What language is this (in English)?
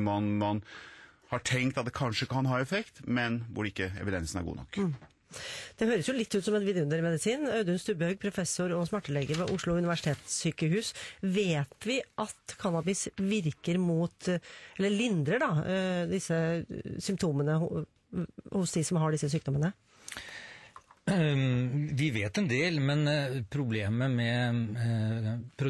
Norwegian